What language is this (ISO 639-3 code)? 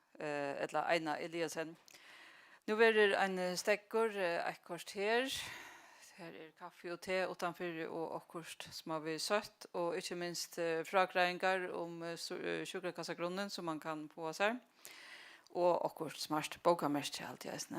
fao